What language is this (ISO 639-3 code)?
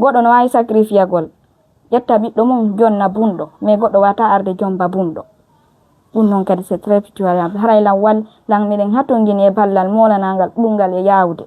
fuf